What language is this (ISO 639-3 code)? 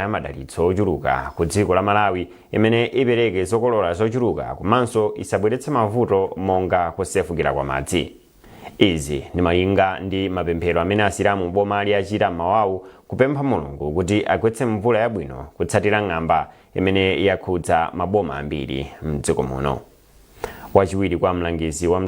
nya